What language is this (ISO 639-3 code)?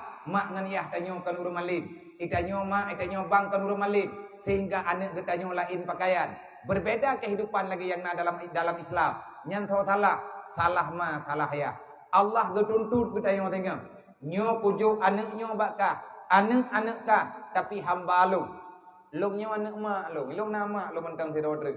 ace